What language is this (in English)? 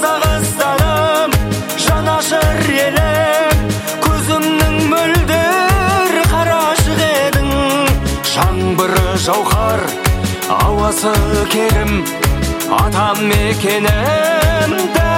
Kazakh